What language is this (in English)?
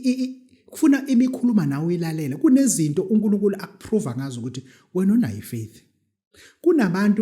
Zulu